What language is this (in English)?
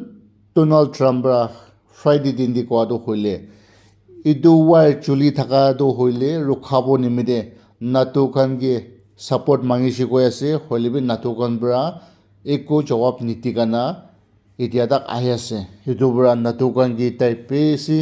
Naga Pidgin